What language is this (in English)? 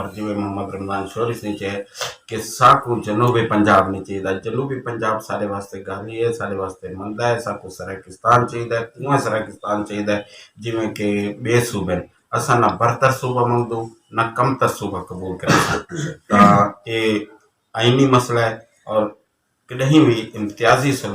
Saraiki